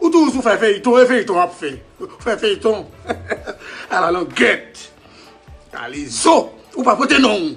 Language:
Haitian Creole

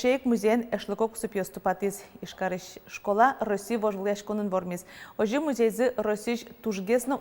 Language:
Udmurt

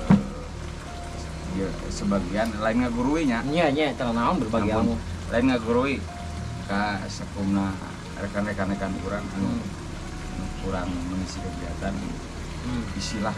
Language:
Sundanese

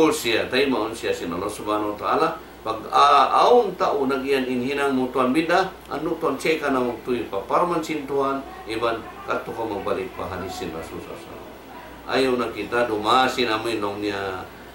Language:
Tausug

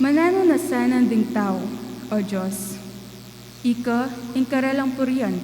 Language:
Pampanga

